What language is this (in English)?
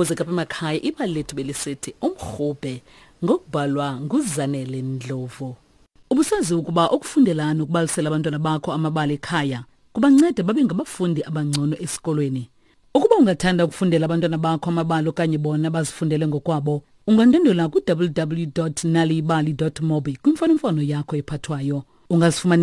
Xhosa